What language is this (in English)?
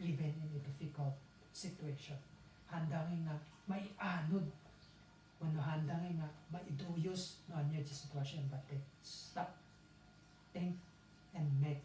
Iloko